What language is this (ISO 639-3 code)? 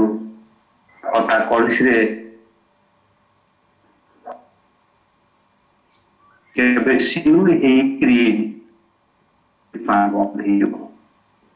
ori